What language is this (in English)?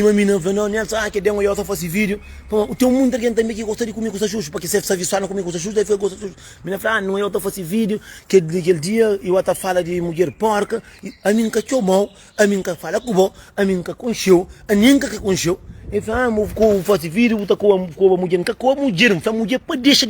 Kabuverdianu